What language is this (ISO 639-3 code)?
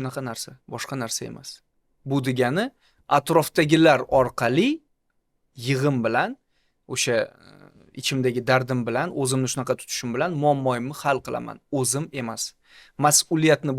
uzb